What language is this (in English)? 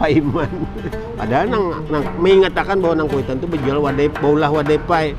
Banjar